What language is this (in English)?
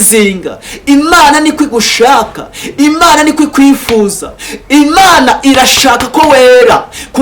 Kinyarwanda